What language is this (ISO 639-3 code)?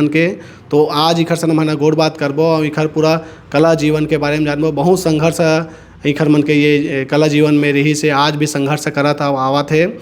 hne